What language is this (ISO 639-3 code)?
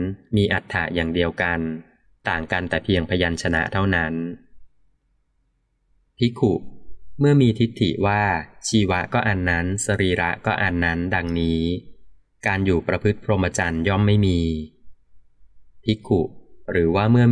tha